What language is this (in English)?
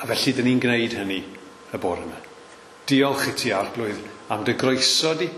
Welsh